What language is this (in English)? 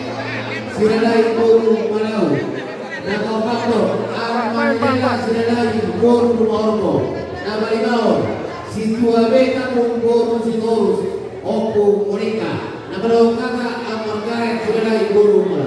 Batak Toba